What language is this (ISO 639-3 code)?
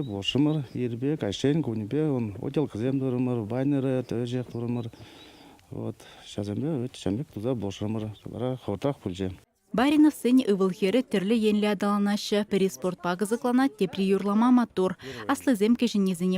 chv